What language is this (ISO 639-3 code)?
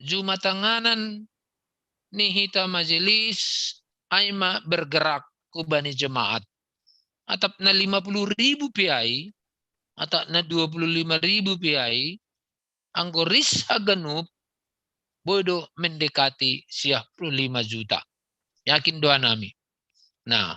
bts